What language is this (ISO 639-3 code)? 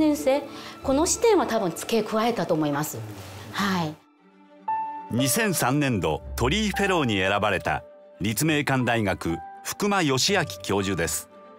jpn